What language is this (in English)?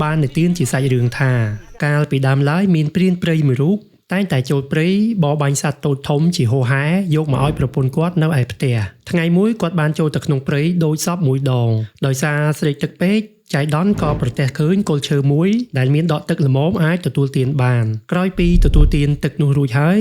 Khmer